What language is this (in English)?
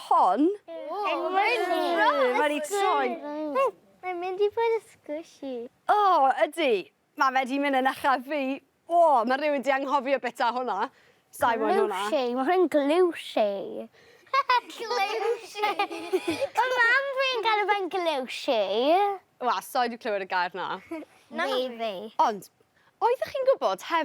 Welsh